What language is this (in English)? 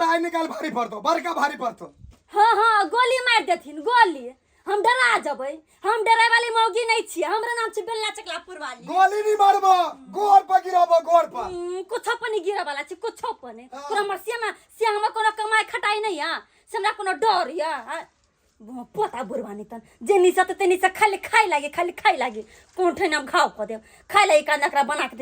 Maithili